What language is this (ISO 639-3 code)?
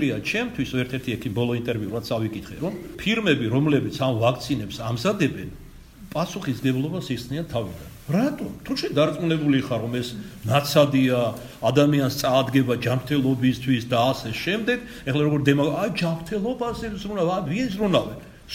kat